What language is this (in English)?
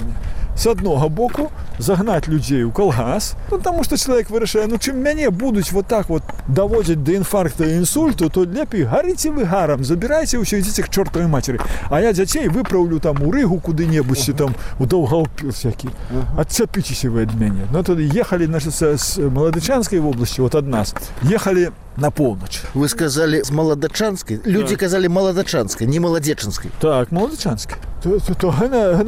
Belarusian